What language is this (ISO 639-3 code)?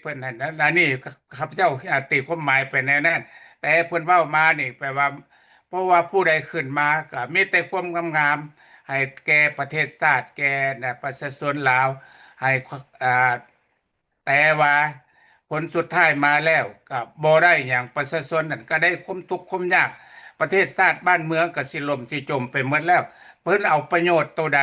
lao